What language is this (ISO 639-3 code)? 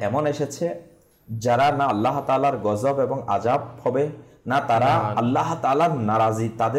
ben